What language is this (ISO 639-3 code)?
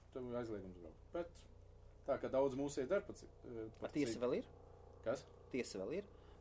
lav